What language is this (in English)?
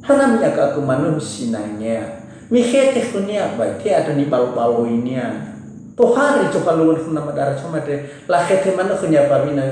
Nias